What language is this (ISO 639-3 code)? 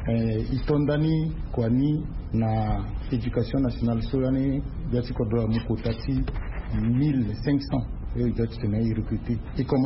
sag